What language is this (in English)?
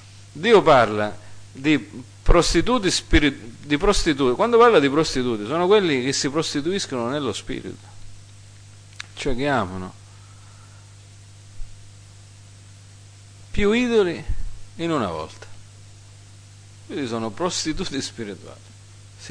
Italian